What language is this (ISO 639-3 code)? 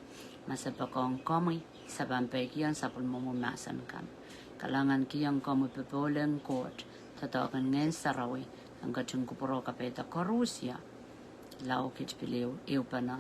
pon